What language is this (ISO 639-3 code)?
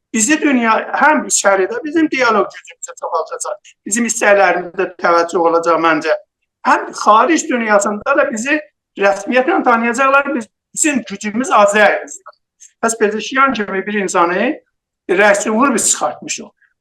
azb